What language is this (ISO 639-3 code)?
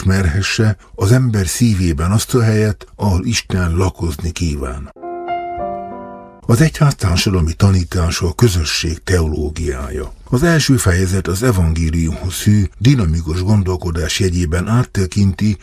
hun